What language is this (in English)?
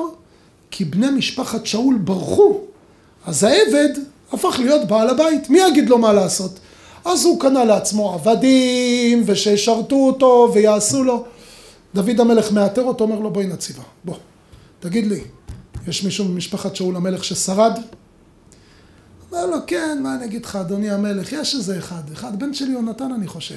Hebrew